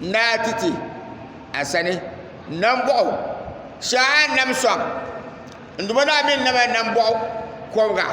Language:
Dagbani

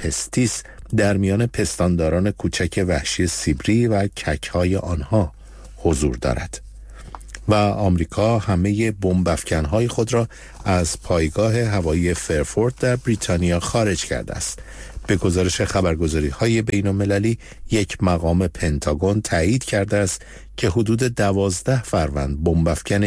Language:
Persian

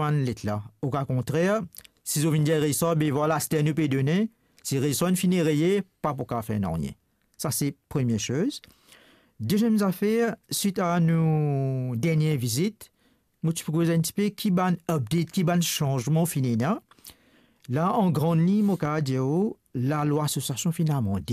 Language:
Morisyen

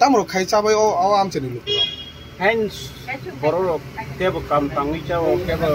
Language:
Kok Borok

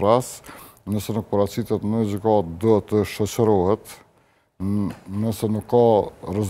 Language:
Albanian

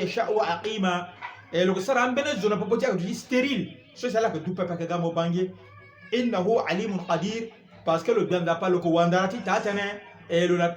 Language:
Sango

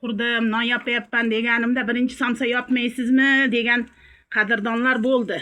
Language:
Uzbek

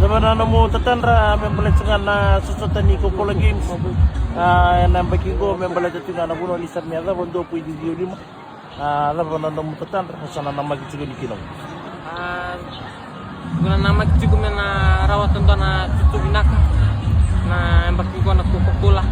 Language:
Fijian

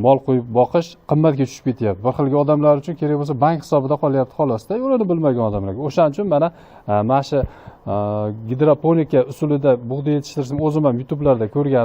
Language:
Uzbek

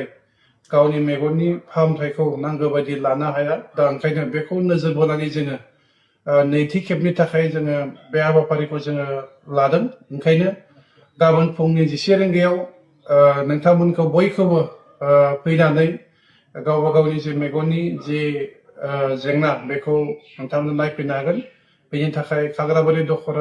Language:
Bodo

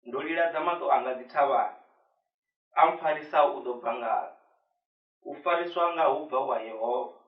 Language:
Venda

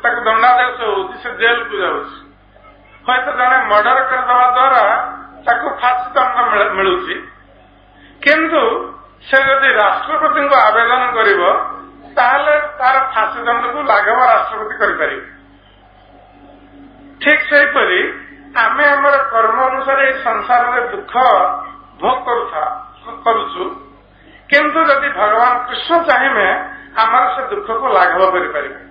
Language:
Odia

